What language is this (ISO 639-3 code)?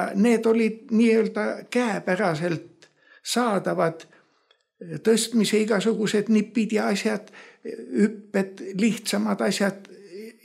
est